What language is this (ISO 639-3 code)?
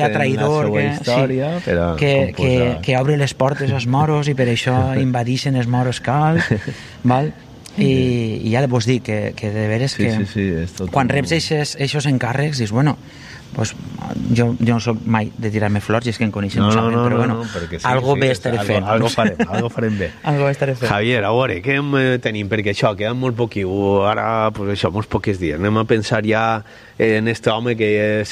cat